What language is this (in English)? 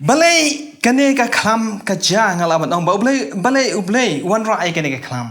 Khasi